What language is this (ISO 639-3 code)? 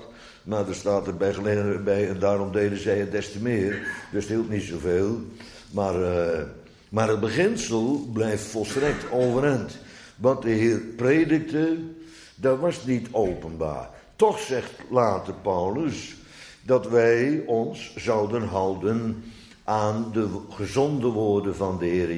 nld